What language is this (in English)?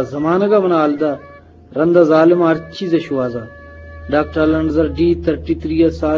Eastern Balochi